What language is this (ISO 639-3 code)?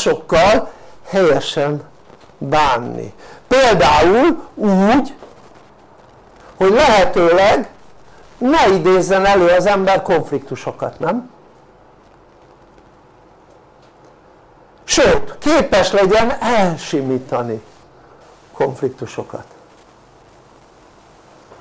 hun